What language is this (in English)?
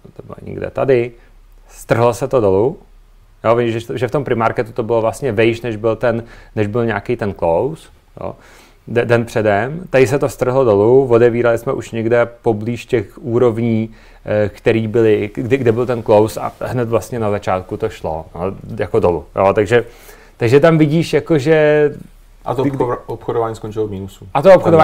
Czech